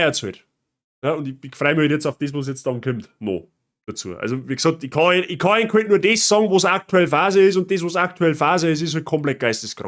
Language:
Bavarian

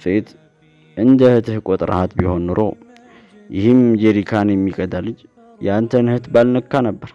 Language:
Amharic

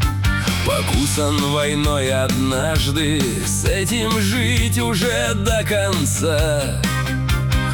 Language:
Russian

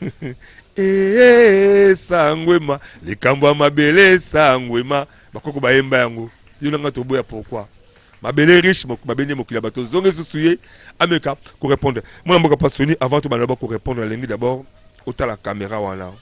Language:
Lingala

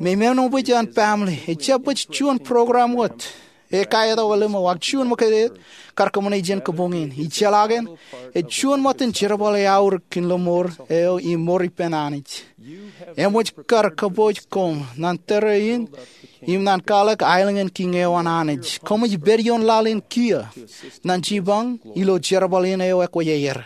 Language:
Marshallese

